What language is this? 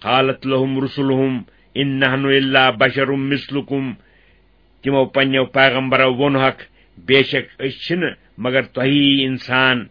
Kashmiri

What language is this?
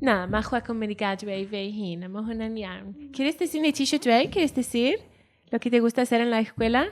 Welsh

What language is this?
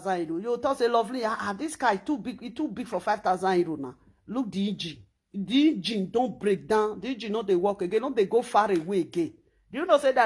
Nigerian Pidgin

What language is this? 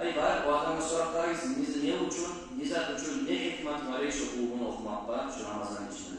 Kumyk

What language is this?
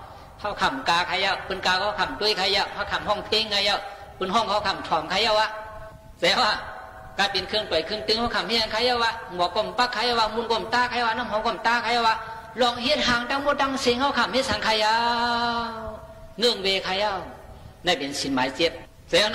Shan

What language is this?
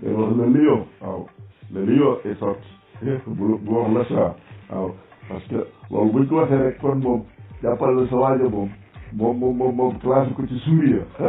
Wolof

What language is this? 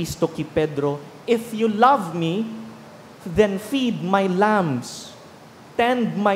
Bikol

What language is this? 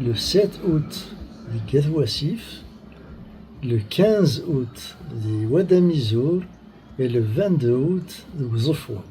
Kabyle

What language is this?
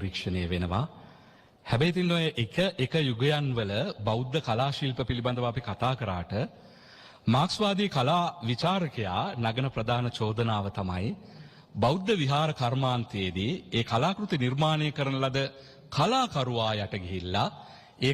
Sinhala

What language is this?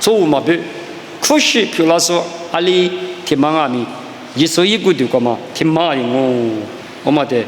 Lisu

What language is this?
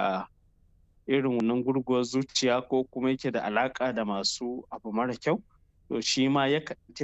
Hausa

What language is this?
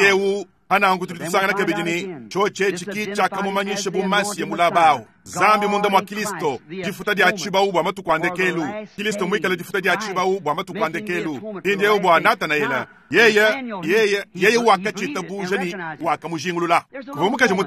Luba-Lulua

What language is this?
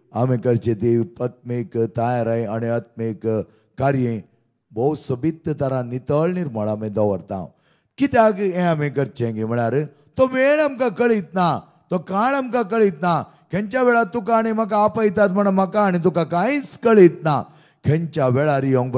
Konkani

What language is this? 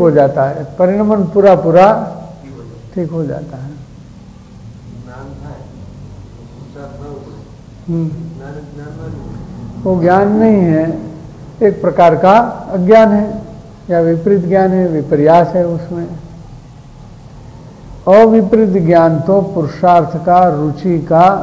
Hindi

